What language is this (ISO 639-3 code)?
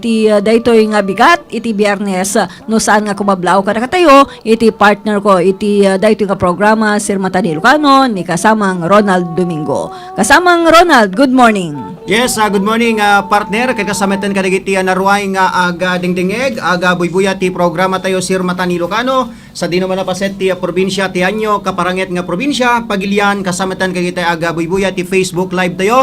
ilo